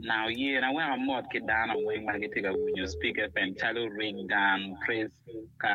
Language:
Acoli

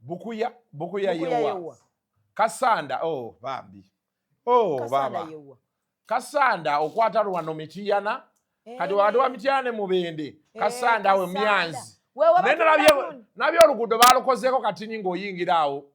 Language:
Ganda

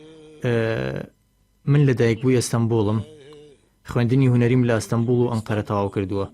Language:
Central Kurdish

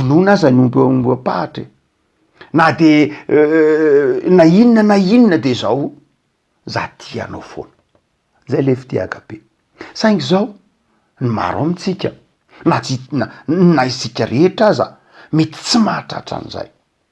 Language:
Malagasy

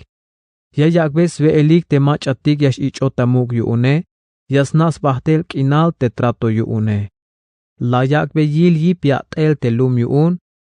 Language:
Tzeltal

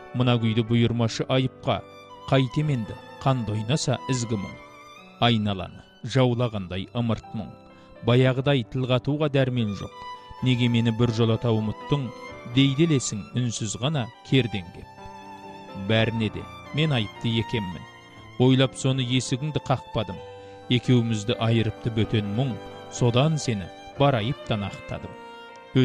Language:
Kazakh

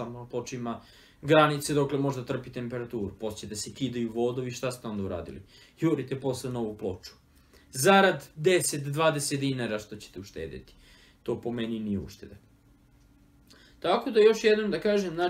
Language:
Serbian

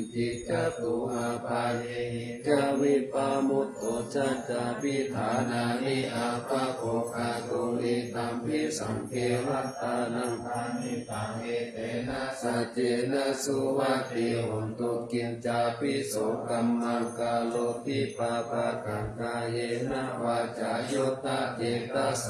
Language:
Pali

